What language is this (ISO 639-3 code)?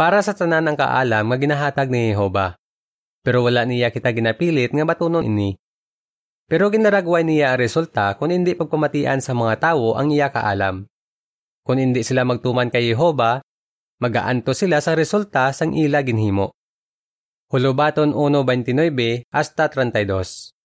hil